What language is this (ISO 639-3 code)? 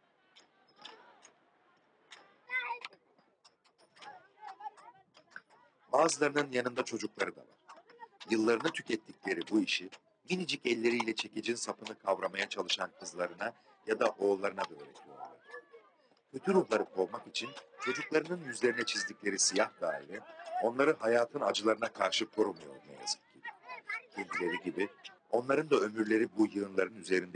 tur